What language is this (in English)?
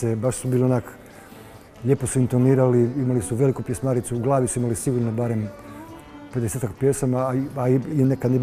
Croatian